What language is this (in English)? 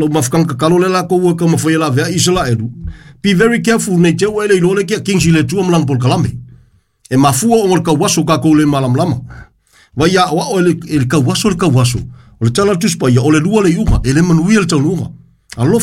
Samoan